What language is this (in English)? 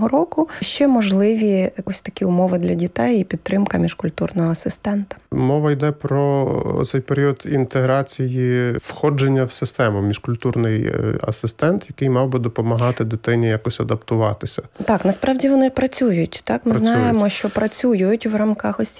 Ukrainian